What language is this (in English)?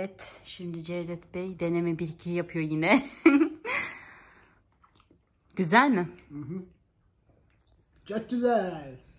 Turkish